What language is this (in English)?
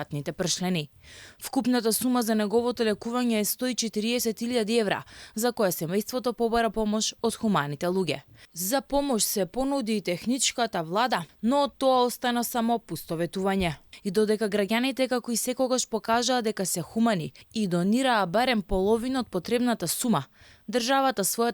Macedonian